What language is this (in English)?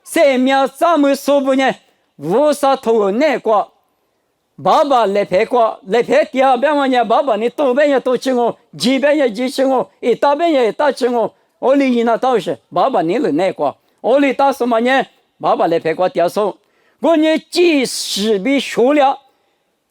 Lisu